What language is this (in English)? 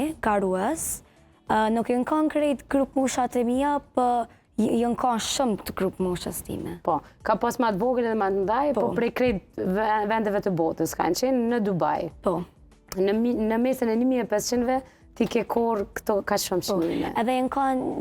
Albanian